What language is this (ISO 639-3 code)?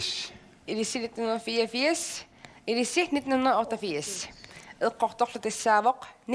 kal